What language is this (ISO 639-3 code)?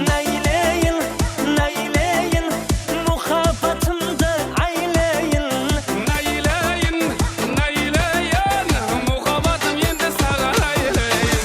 kaa